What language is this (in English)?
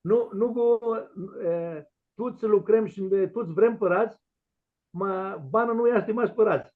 Aromanian